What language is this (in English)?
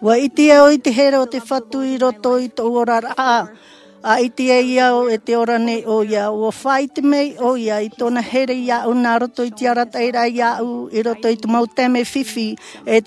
Tahitian